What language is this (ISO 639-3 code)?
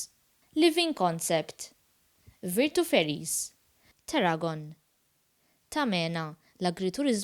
mlt